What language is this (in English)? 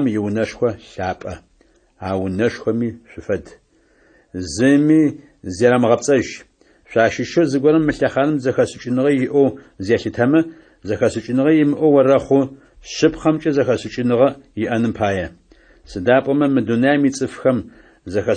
Adyghe